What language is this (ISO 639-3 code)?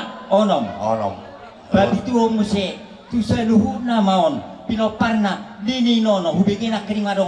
bbc